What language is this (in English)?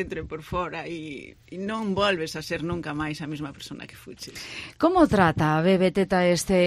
Galician